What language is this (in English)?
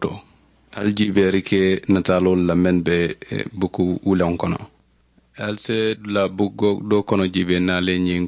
Mandingo